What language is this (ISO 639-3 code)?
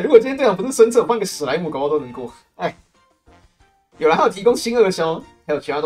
zho